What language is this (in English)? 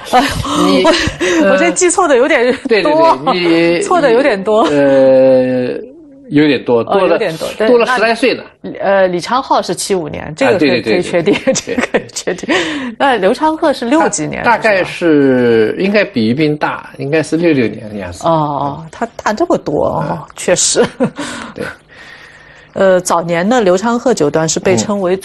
Chinese